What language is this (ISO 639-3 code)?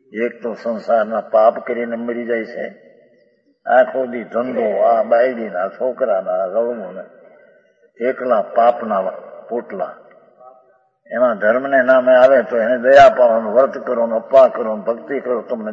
guj